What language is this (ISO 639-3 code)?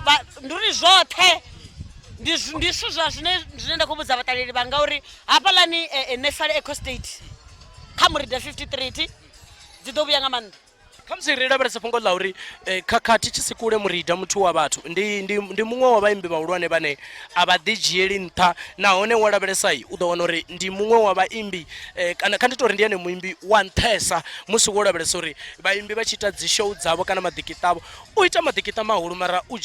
ven